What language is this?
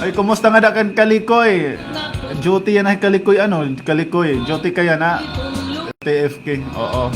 Waray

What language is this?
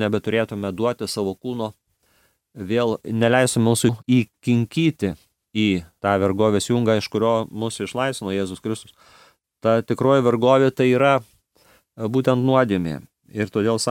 Lithuanian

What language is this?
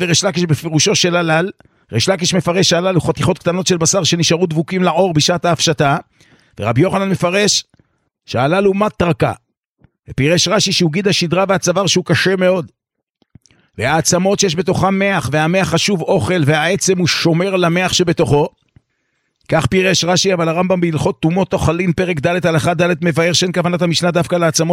Hebrew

